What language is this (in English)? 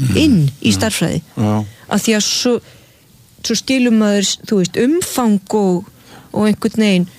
Icelandic